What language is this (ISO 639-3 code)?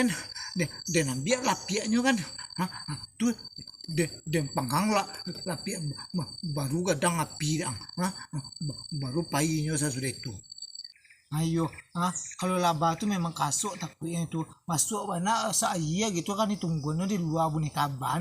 min